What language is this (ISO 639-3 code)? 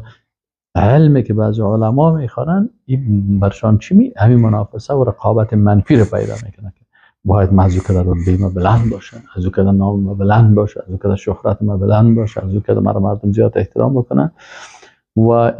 fas